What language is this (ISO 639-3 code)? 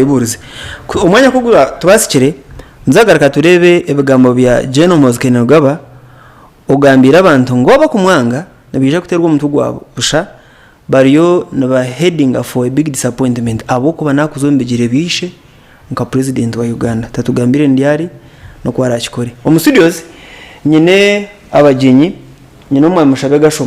nyn